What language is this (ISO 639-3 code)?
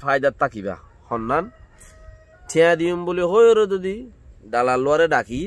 rhg